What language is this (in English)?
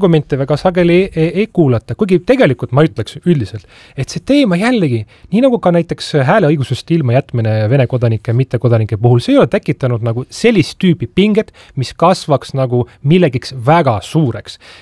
Estonian